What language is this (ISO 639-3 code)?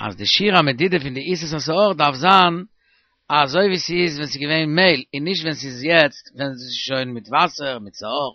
yid